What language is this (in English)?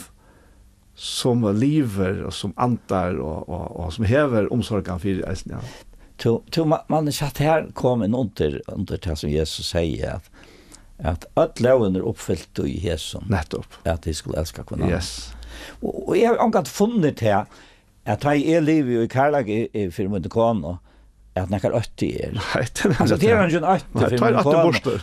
Faroese